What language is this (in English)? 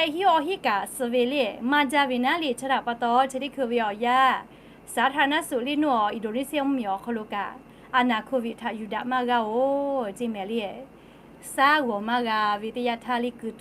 Lahu